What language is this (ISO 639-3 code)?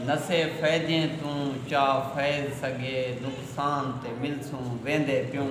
skr